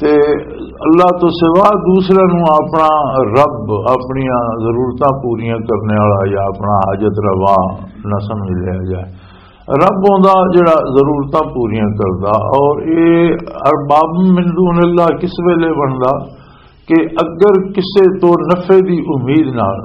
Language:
Western Panjabi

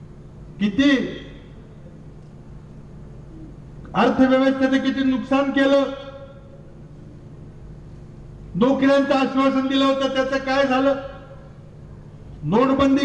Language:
Marathi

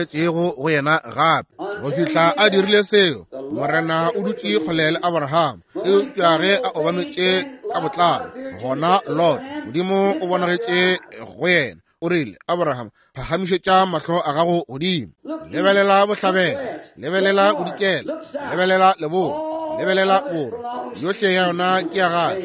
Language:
Northern Sotho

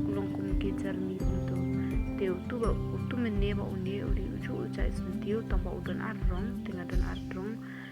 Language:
Khasi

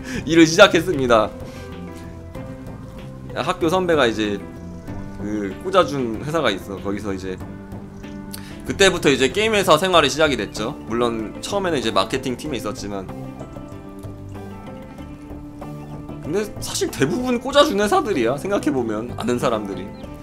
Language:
Korean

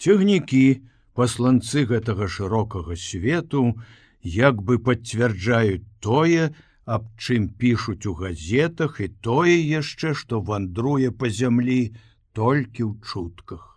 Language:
Belarusian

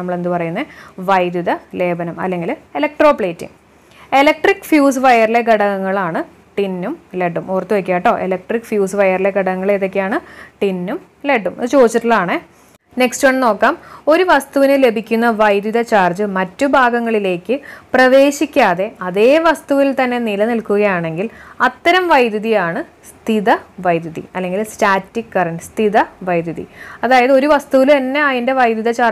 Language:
Malayalam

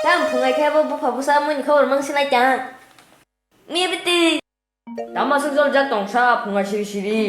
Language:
Kok Borok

